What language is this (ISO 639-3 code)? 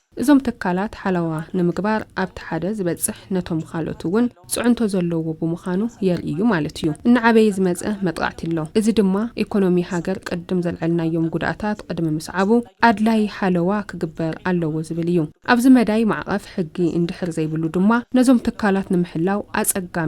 tir